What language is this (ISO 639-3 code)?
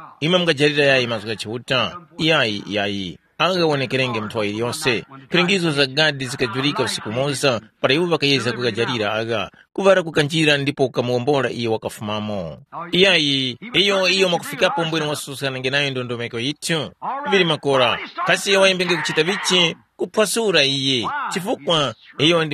tum